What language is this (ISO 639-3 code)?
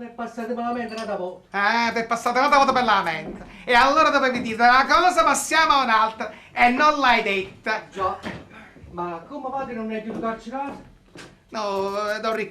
nap